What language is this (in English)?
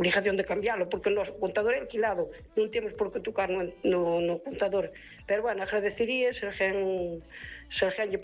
Galician